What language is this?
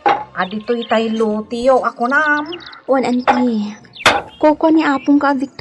Iloko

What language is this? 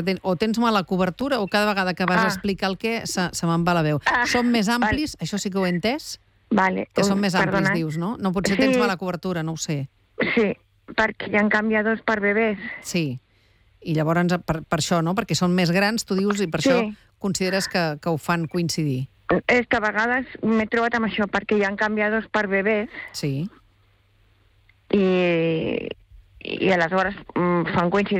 Catalan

